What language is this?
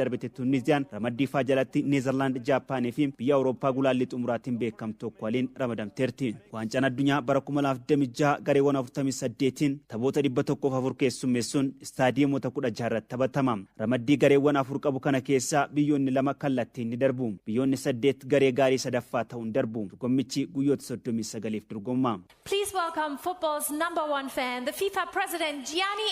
Oromo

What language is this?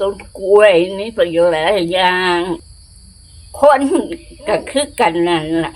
Lao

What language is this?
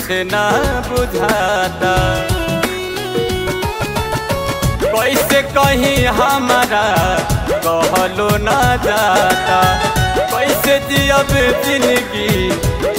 Bhojpuri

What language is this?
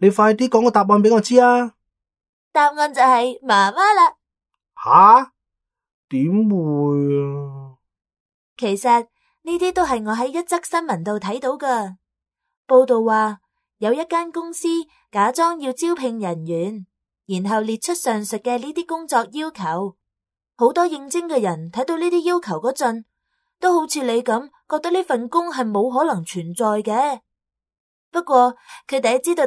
Cantonese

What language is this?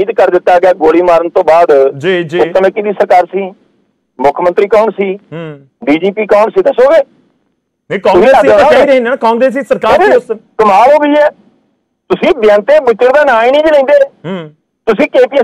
Punjabi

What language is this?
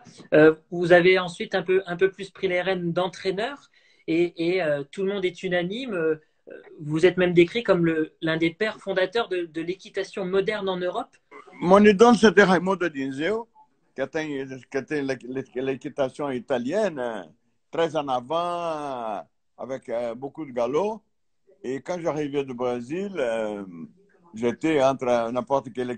French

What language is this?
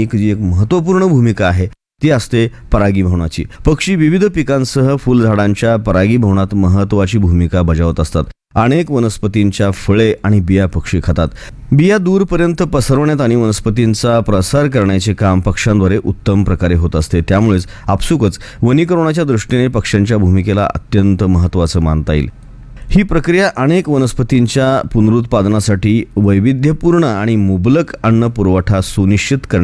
Marathi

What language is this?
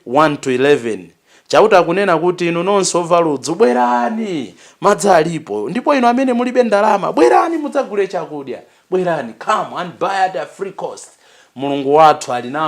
Nyanja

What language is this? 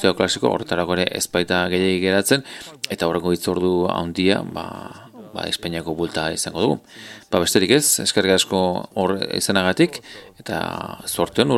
Basque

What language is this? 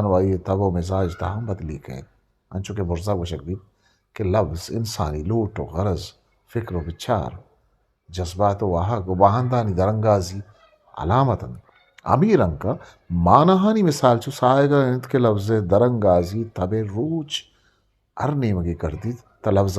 Eastern Balochi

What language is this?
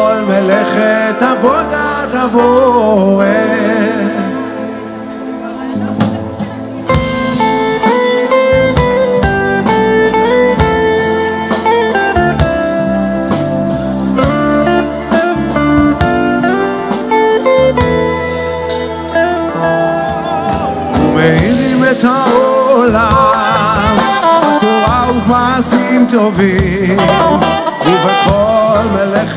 Hebrew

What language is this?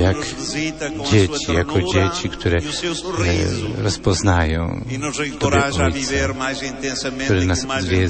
Polish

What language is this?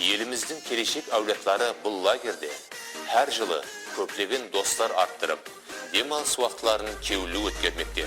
Kara-Kalpak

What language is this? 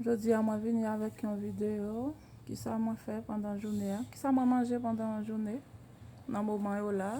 Haitian Creole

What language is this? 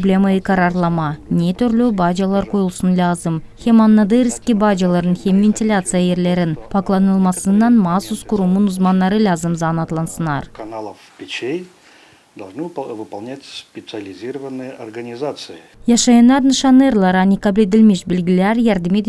Gagauz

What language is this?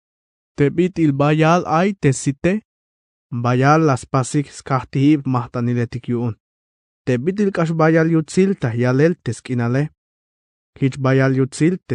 Tzeltal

